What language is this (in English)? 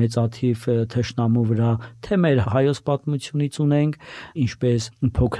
Armenian